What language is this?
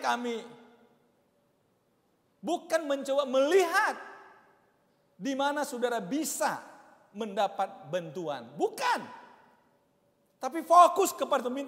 Indonesian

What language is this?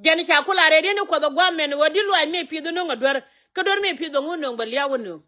Nuer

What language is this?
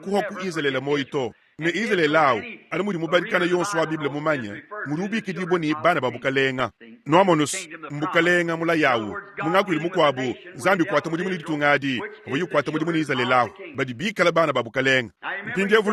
Luba-Lulua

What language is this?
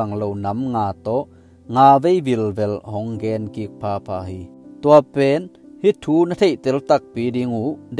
Tedim Chin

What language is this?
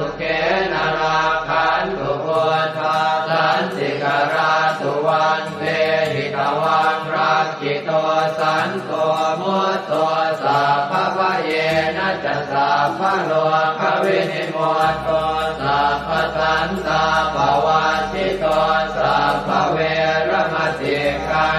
Pali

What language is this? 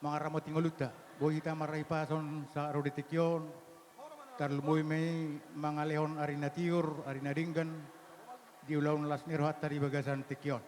Batak Toba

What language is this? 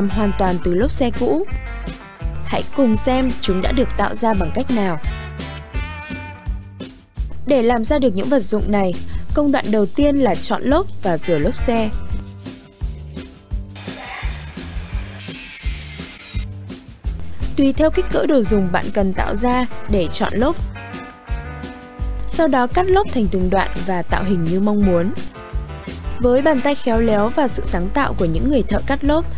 Vietnamese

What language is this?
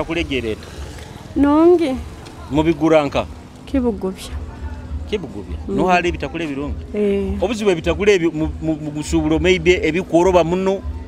Nyoro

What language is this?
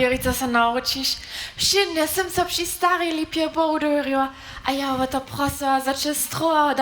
Upper Sorbian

